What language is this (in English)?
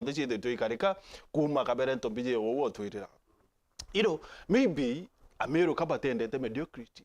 Meru